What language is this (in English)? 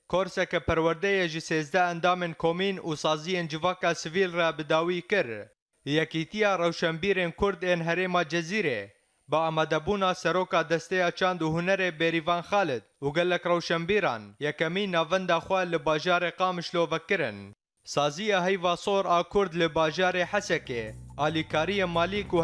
Kurdish